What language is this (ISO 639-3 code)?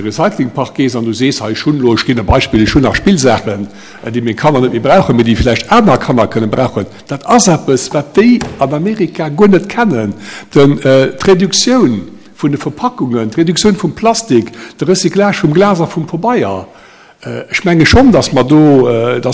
ltz